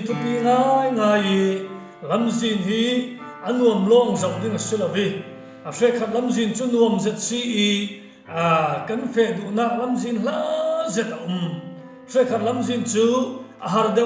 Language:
Falam Chin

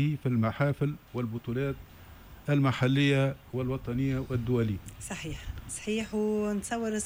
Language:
Tunisian Arabic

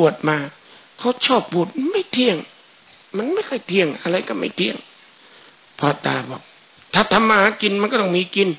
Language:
Thai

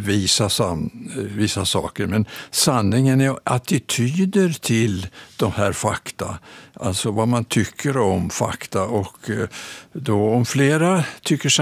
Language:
Swedish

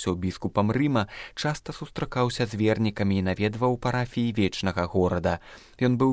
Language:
Belarusian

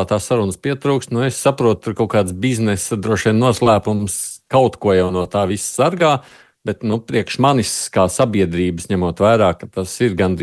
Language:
Latvian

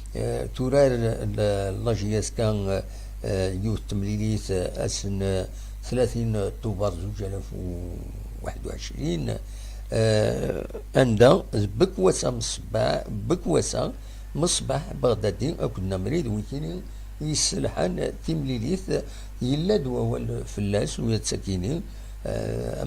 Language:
Kabyle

